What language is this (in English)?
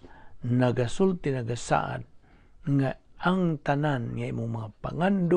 Cebuano